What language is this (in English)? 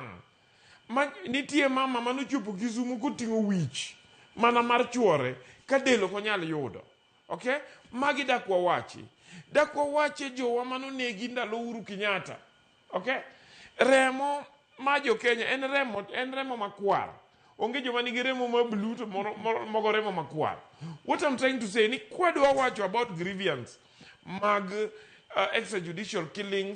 Luo (Kenya and Tanzania)